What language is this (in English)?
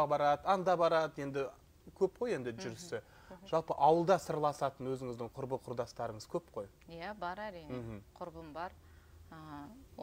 Kazakh